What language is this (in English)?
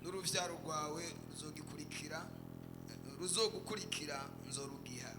Rundi